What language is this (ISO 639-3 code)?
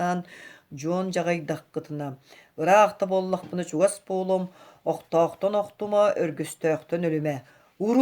sah